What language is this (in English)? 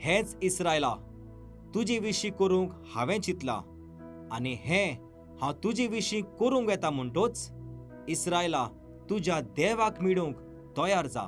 Konkani